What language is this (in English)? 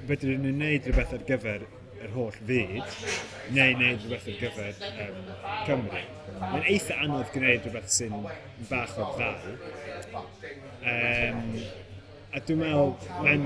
Welsh